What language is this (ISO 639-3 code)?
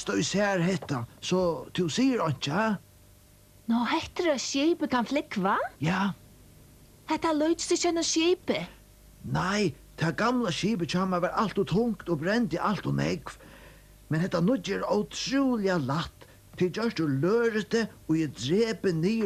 fao